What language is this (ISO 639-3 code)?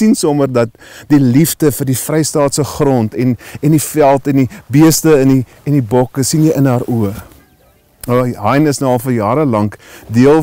afr